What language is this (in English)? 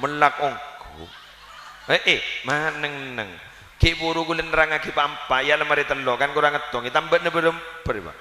Madurese